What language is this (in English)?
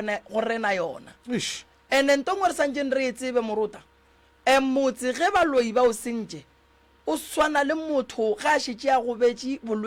Northern Sotho